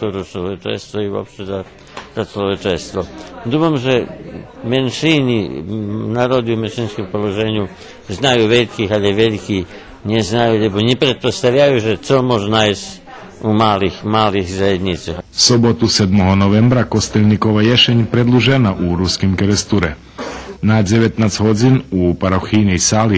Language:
Rusyn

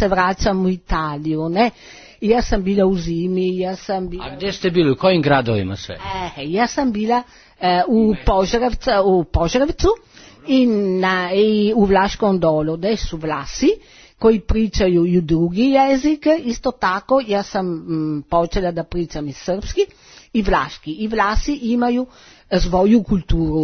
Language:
Serbian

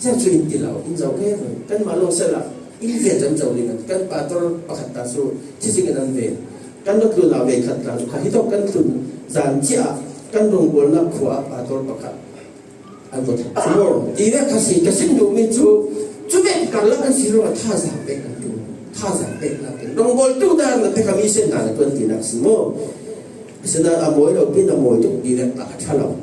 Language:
Falam Chin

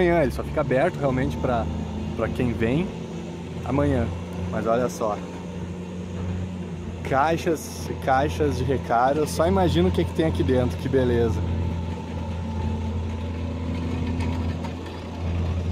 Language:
Portuguese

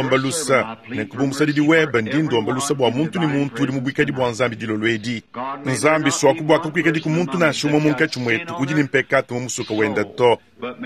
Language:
Luba-Lulua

